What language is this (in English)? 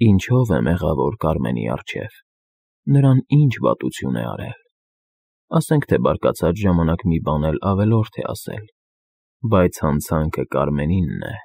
Armenian